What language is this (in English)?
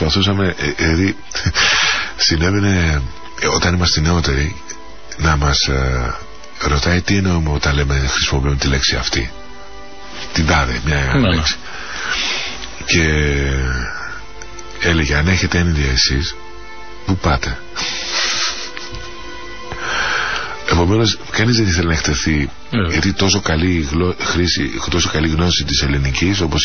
Greek